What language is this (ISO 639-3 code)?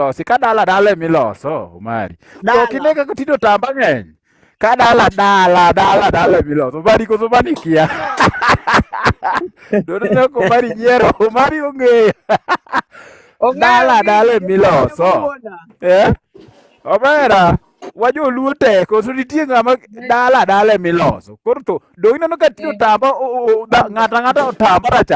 luo